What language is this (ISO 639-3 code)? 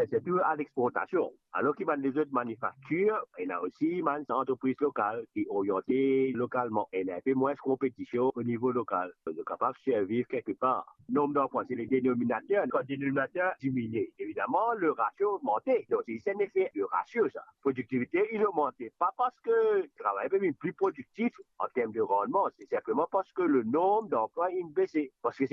mfe